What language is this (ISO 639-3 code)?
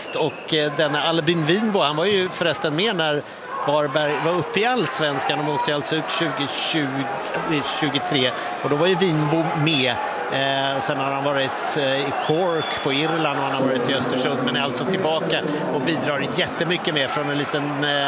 swe